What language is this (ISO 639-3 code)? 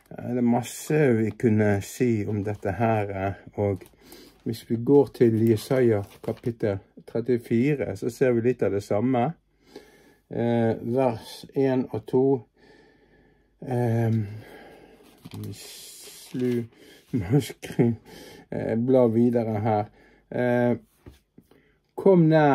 nor